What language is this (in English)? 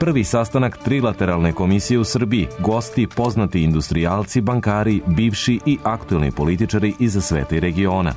Serbian